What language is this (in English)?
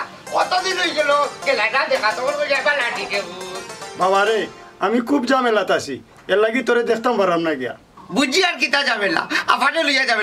Sylheti